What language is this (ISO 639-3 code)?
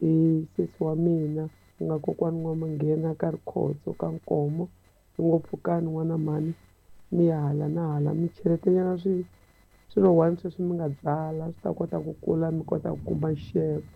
tso